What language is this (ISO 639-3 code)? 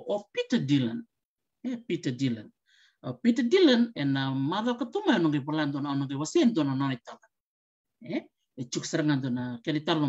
fij